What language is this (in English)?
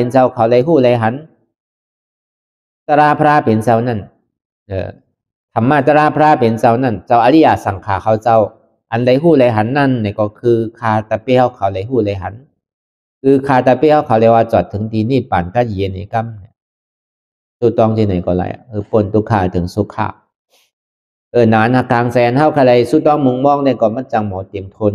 Shan